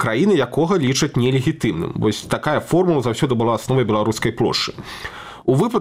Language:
Belarusian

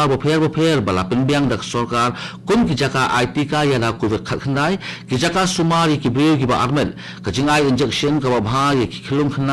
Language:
Khasi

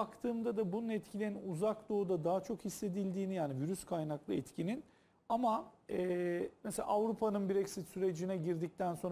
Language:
Turkish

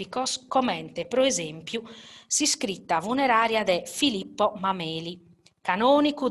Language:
Sardinian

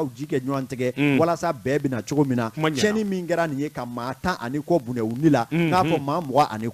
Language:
Bambara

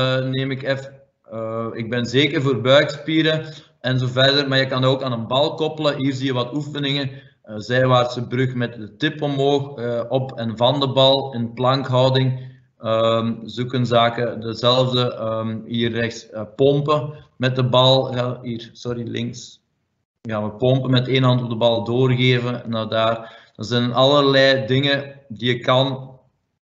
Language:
Dutch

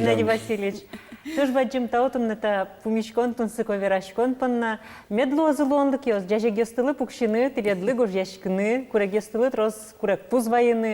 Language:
Udmurt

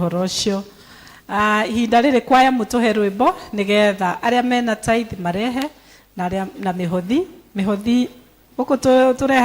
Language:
Kikuyu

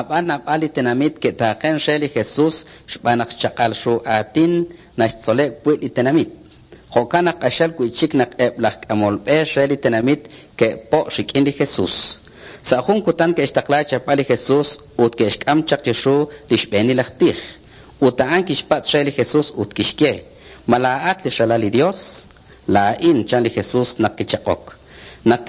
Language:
Kekchí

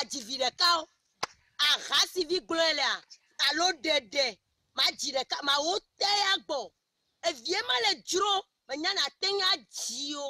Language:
Ewe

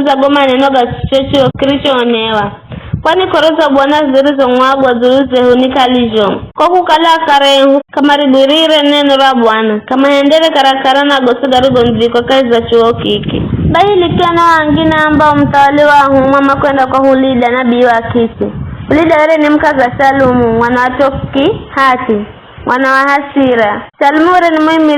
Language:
Giryama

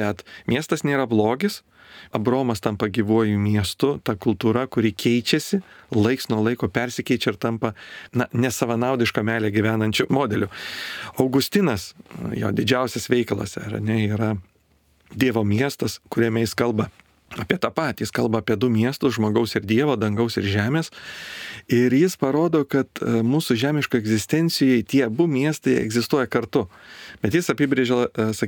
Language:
Lithuanian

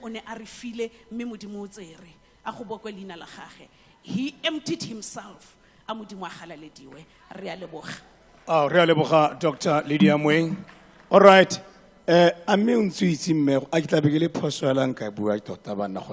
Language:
Tswana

